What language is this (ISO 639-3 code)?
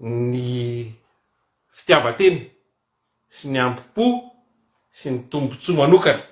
mlg